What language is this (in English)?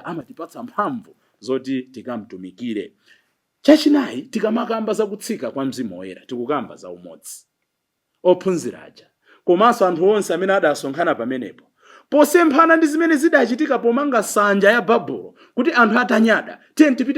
Nyanja